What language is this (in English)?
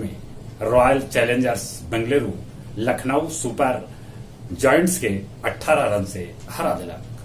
Magahi